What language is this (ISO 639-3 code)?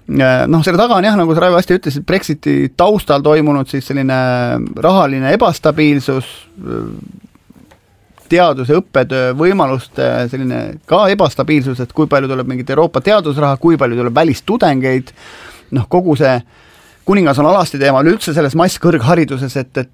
est